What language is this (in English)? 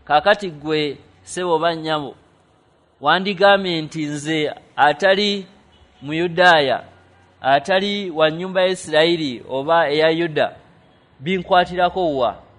Ganda